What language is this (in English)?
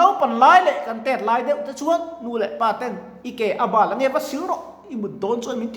Mizo